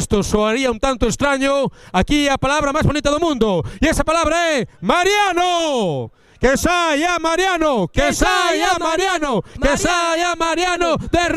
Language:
Galician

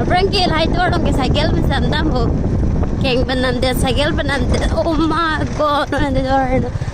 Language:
Karbi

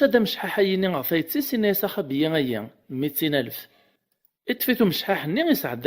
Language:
Kabyle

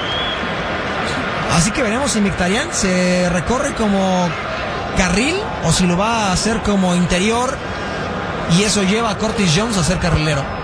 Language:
Spanish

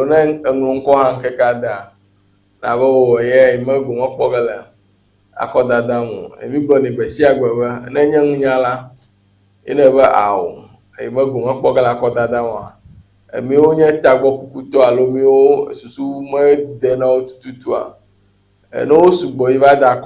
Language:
Ewe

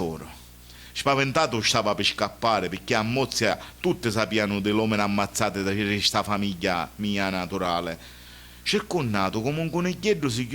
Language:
Sicilian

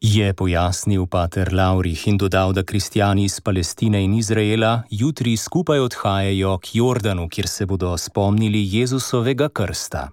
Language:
Slovenian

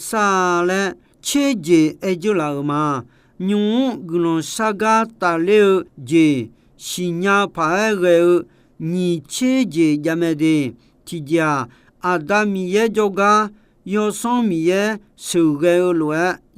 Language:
Akha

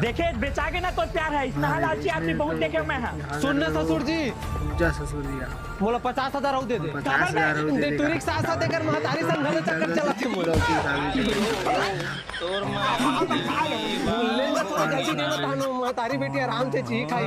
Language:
Chhattisgarhi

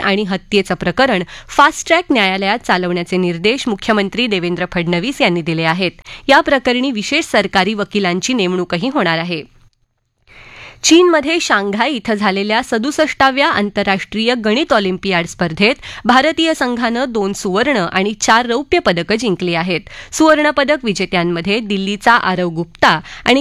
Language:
Marathi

